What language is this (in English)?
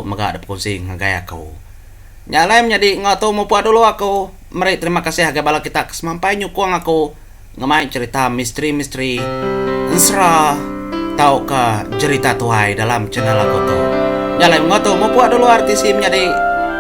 Iban